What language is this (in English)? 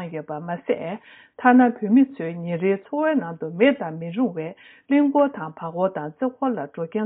Tibetan